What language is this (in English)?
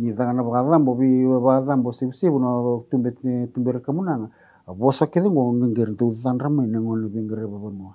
Fijian